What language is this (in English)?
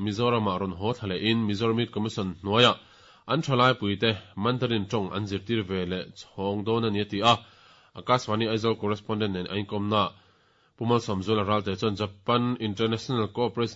Mizo